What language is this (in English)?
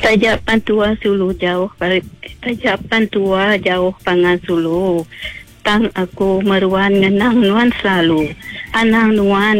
Iban